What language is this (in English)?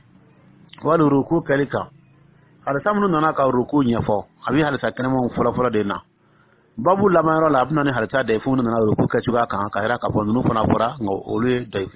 Dyula